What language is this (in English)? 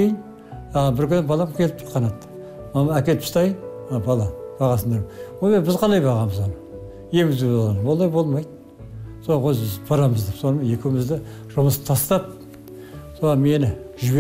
Kazakh